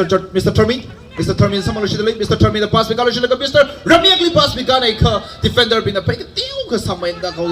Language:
Tangkhul Naga (India)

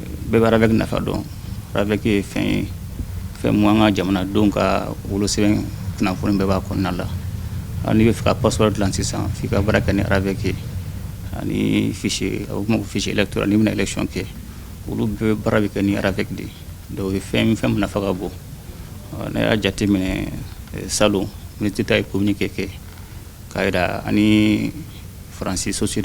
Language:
Bambara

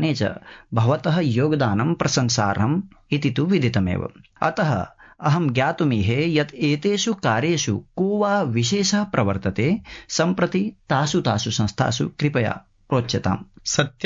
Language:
Sanskrit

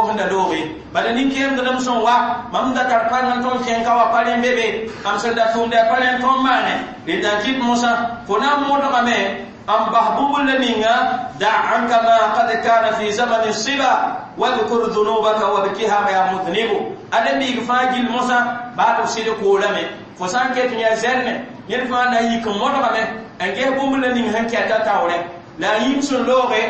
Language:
Mossi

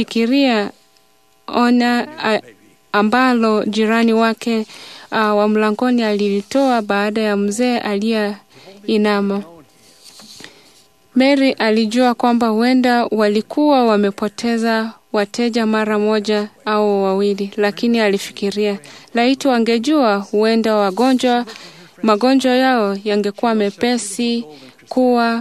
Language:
Swahili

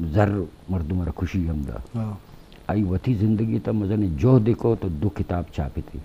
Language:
Eastern Balochi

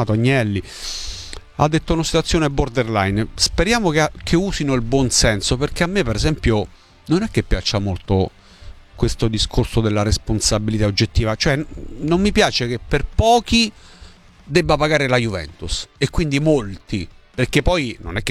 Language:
Italian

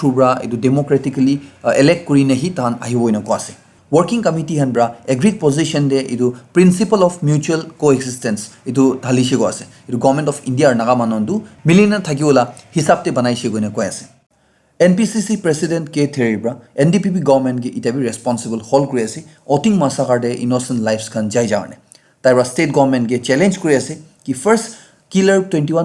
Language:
Naga Pidgin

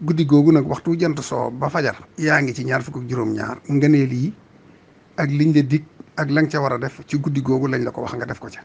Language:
Wolof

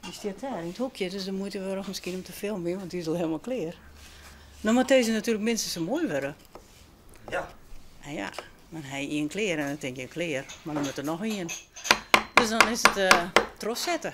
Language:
Western Frisian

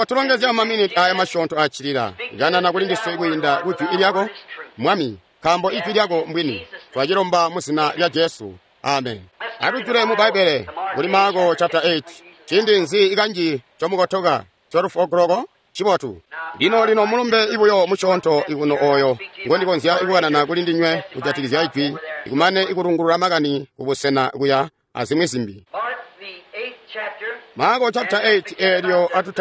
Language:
Tonga (Zambia)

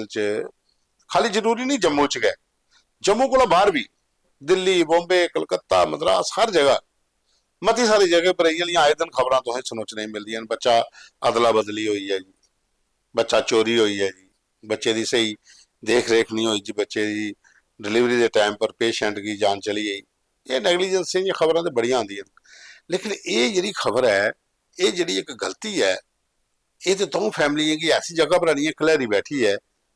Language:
Dogri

